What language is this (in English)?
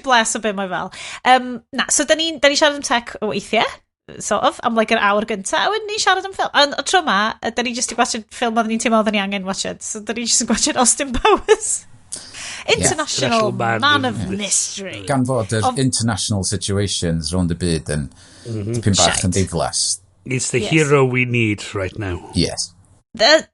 Welsh